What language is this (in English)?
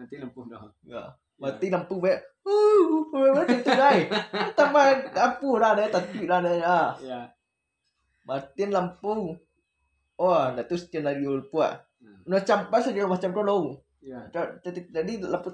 Minangkabau